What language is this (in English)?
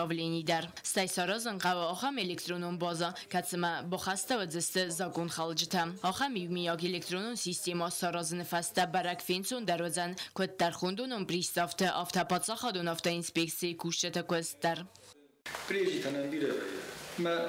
Ossetic